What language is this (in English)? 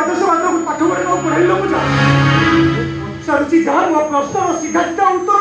Odia